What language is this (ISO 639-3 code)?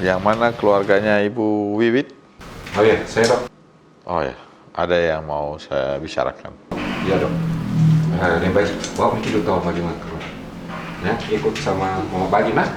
mfp